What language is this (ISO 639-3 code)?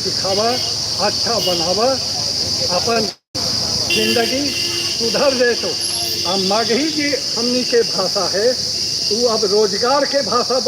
mag